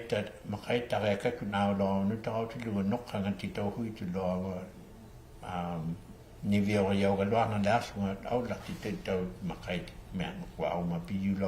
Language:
Inuktitut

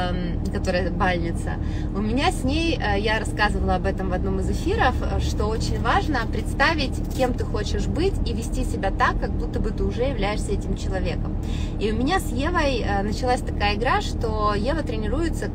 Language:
Russian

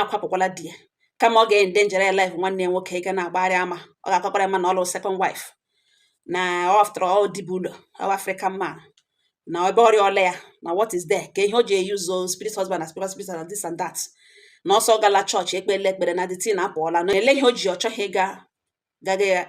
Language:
Igbo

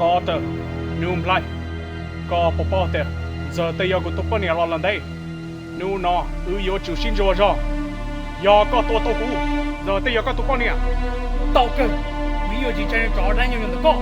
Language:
Hmong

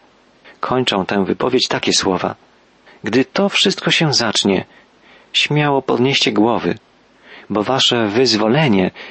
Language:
Polish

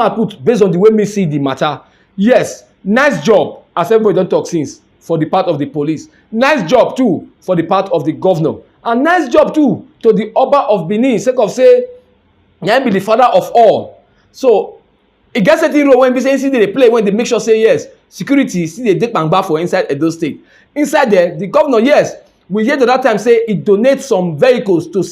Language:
Nigerian Pidgin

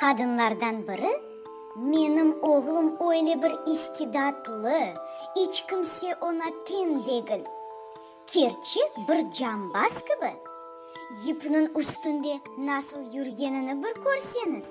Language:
Crimean Tatar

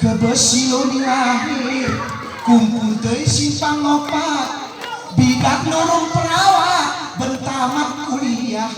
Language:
Gayo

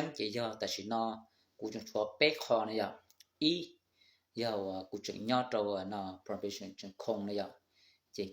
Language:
Hmong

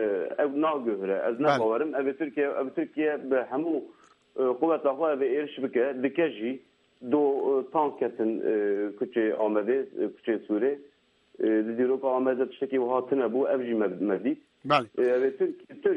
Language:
Kurdish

